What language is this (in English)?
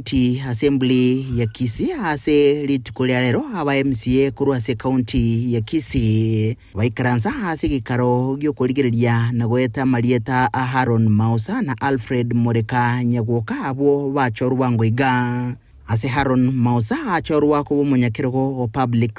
Gusii